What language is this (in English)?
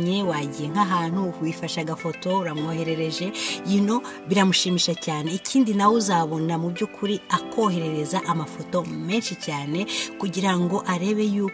Kinyarwanda